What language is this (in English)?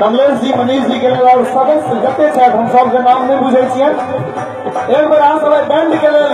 Maithili